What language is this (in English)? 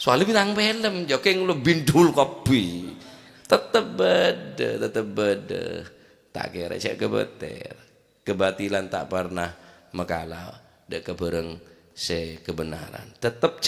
Madurese